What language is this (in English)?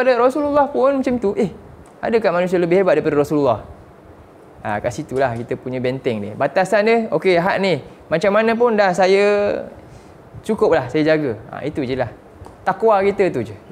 Malay